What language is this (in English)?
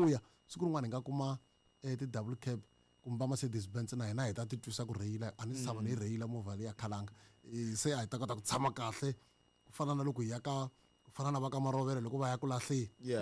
Tsonga